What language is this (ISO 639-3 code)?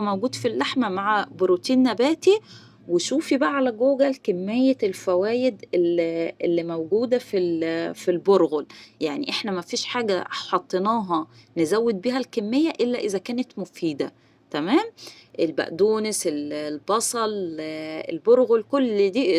arz